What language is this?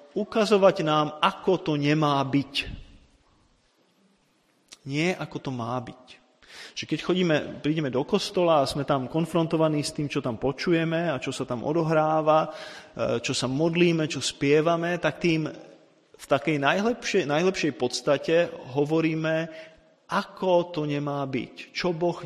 Slovak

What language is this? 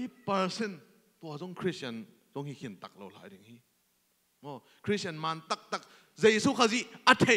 Tedim Chin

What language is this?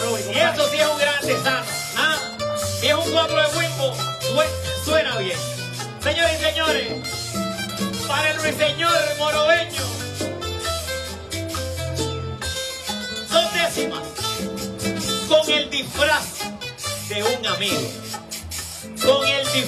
Spanish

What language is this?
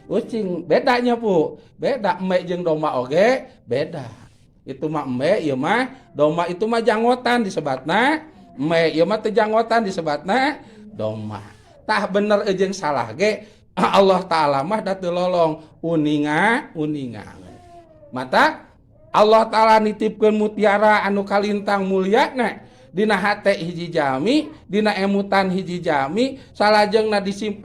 Sundanese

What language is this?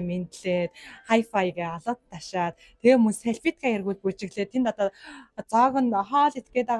Mongolian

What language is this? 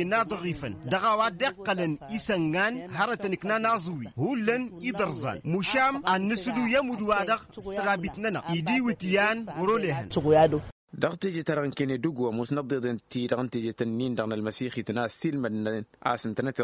Tamasheq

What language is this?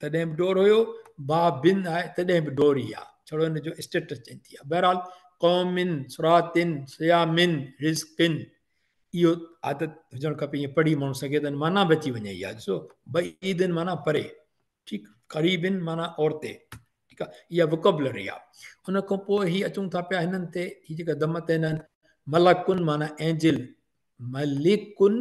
Sindhi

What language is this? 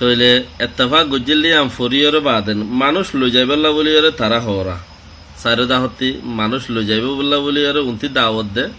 Rohingya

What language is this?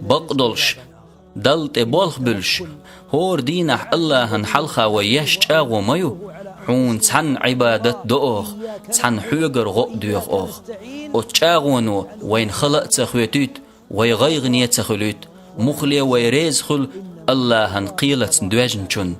Chechen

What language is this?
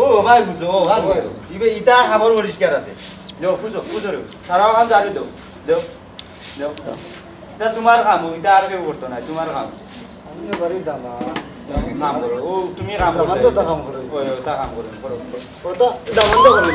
Sylheti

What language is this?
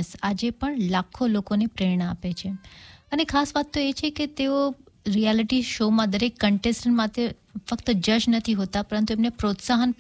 Gujarati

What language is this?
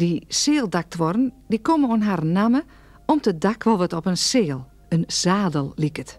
Western Frisian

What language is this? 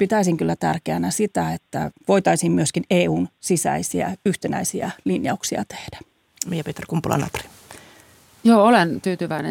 Finnish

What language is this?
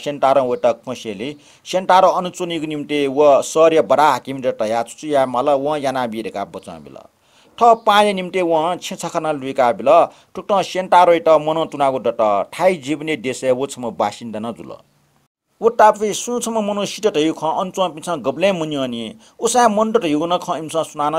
Newari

